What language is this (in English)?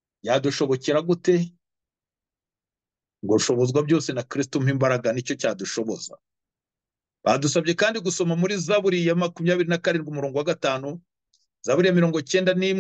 Kinyarwanda